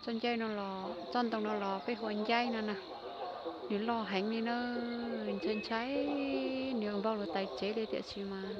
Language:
Hmong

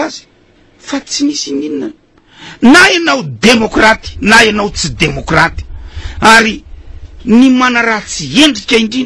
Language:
Malagasy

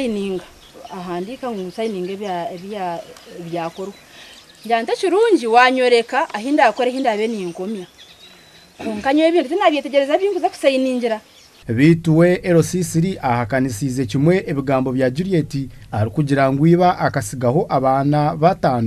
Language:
Nyankole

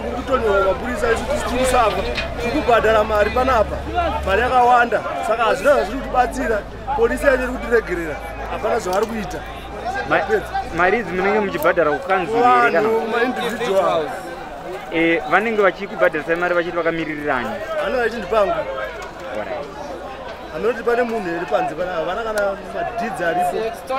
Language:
Shona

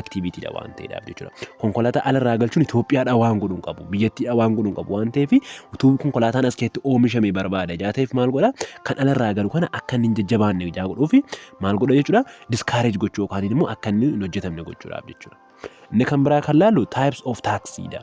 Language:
Oromo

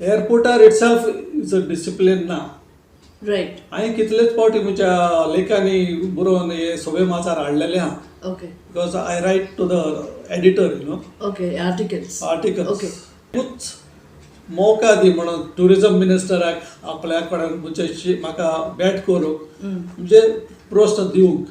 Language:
Konkani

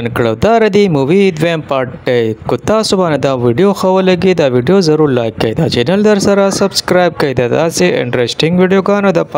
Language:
Pashto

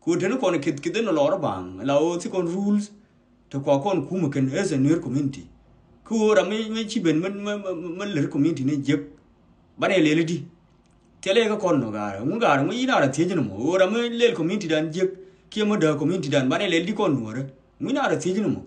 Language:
Nuer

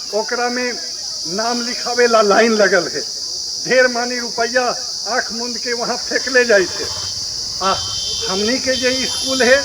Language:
Magahi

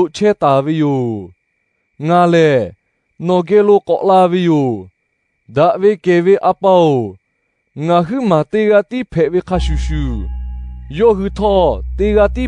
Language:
Lahu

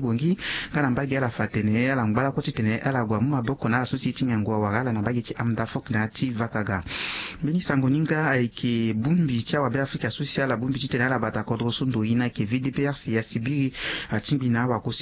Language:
Sango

